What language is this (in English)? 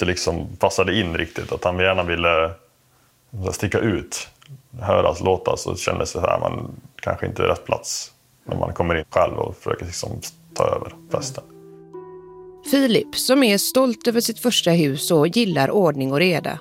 Swedish